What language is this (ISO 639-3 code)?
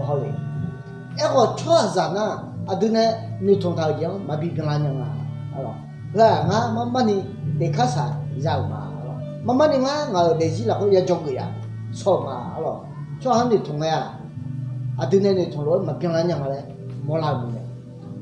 ahk